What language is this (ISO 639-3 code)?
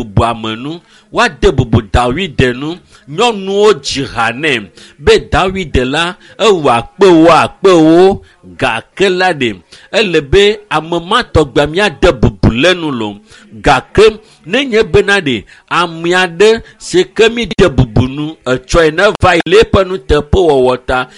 ewe